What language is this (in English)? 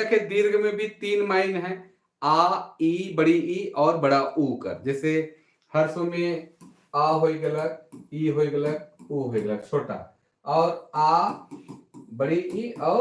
Sadri